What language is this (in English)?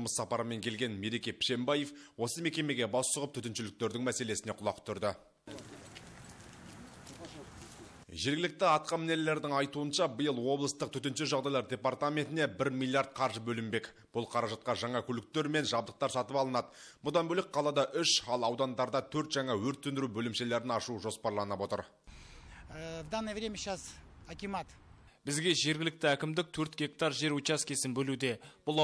Kazakh